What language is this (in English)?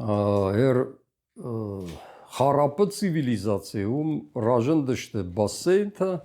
Ossetic